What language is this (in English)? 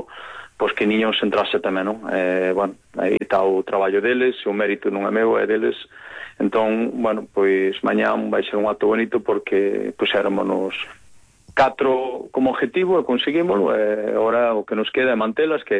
Galician